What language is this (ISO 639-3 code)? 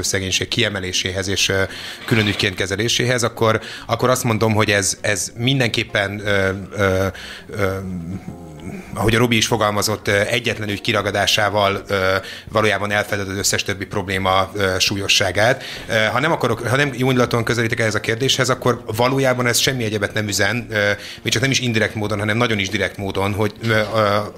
hun